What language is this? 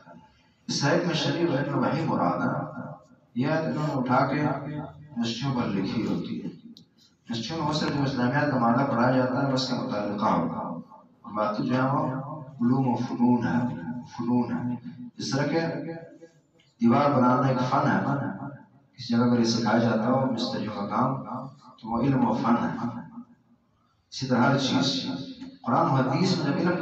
Urdu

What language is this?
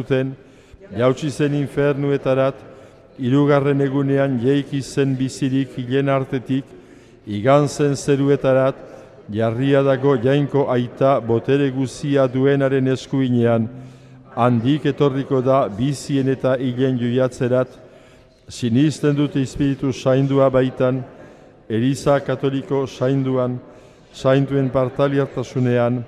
Basque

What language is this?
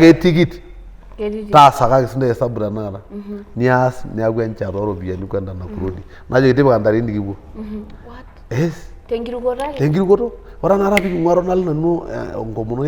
Masai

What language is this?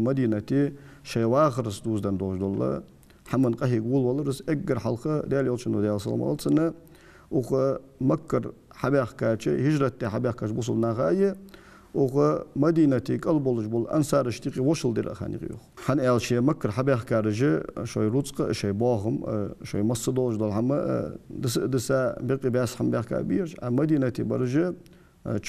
Ingush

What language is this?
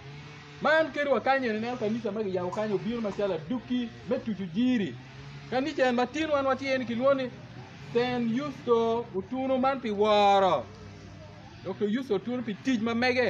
Acoli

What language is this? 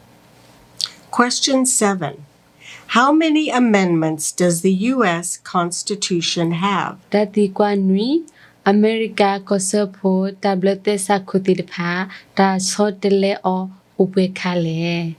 S'gaw Karen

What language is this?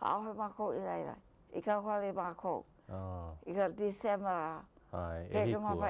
Hawaiian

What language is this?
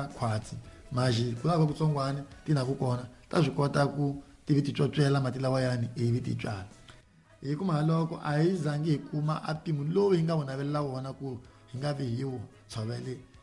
Tsonga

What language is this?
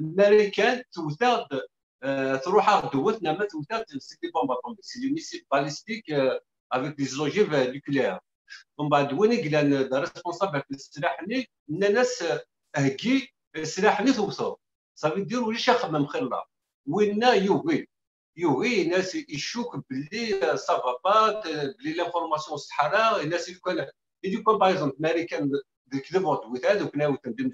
Kabyle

